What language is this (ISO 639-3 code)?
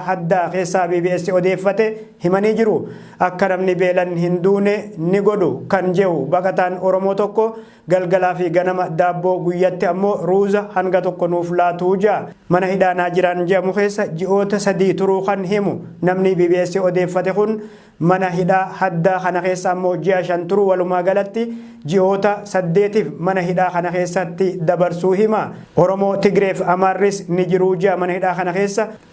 orm